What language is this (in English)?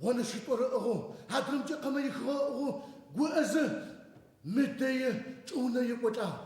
Adyghe